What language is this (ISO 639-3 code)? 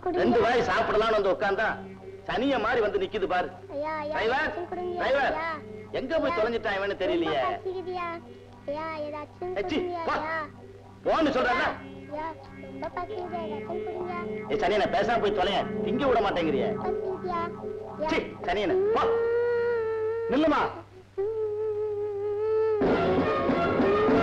tam